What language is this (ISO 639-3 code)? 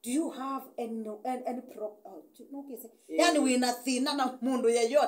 kam